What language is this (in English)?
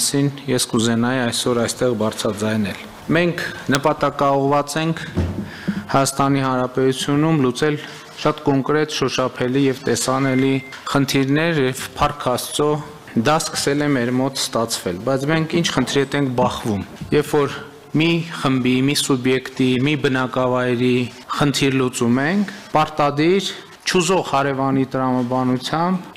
Armenian